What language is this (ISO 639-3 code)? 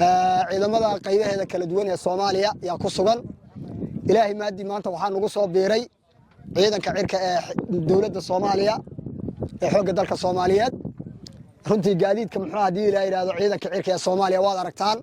som